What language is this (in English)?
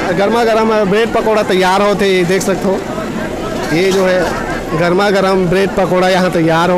Chhattisgarhi